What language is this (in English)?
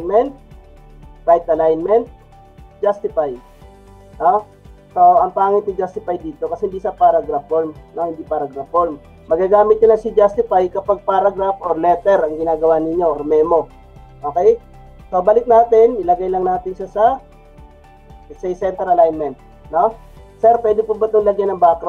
Filipino